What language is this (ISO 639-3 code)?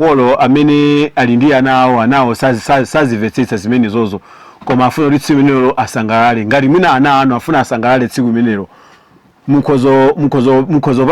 nya